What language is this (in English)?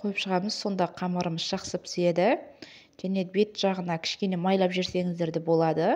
Kazakh